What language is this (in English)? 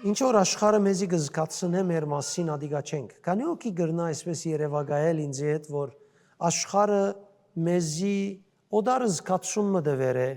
Western Armenian